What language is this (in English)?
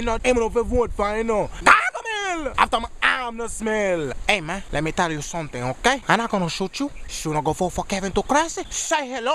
Jamaican Creole English